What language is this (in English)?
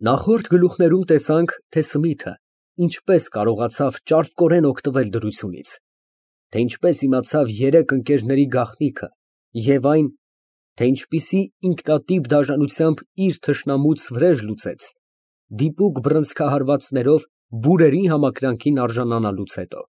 Armenian